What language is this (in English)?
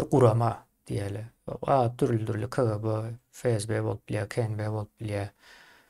Turkmen